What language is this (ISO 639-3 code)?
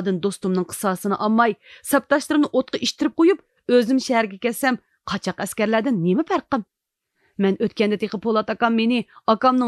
uig